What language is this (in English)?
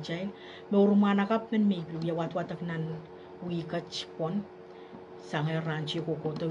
Pohnpeian